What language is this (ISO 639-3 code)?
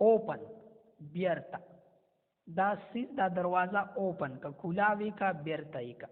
pus